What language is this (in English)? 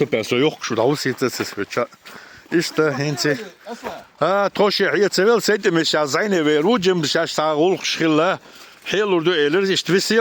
Chechen